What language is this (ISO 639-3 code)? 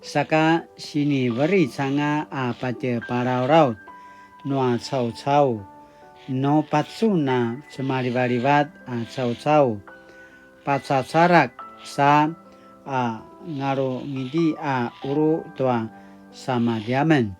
pwn